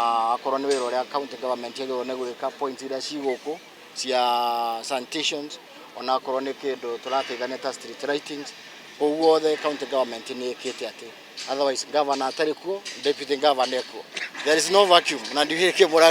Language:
Kikuyu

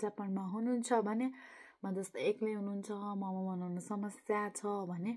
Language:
Nepali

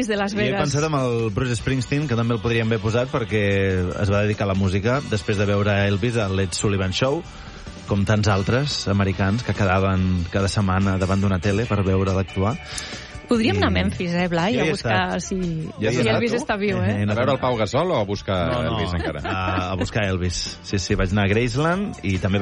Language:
Catalan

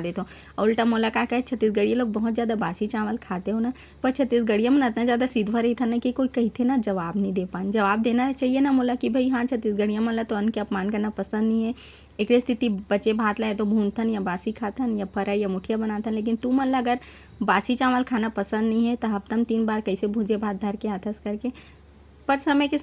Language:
Chhattisgarhi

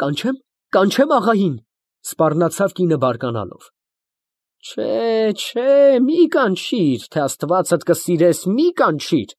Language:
Armenian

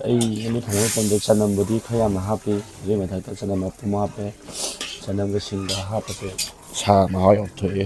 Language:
Manipuri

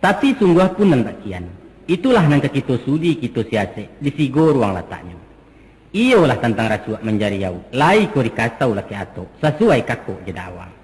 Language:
Minangkabau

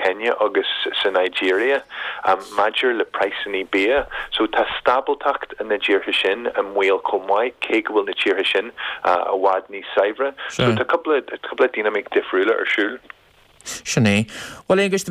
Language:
Irish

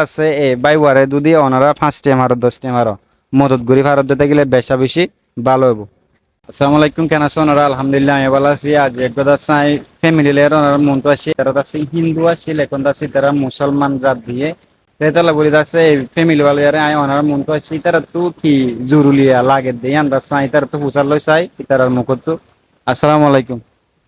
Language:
Rohingya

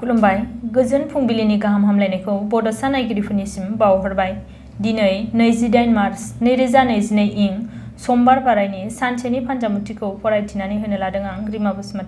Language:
Bodo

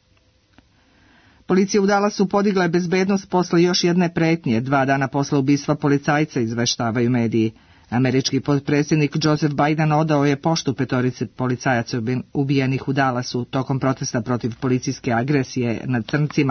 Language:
Serbian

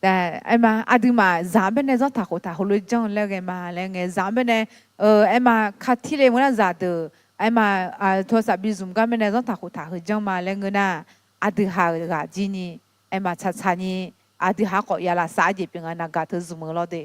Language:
Akha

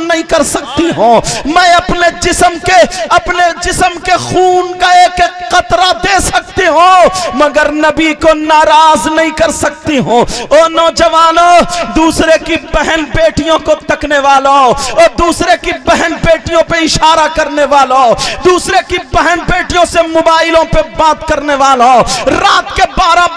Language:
Urdu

